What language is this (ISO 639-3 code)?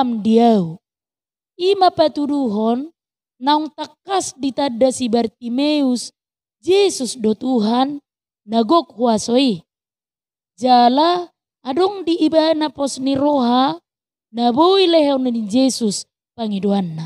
bbc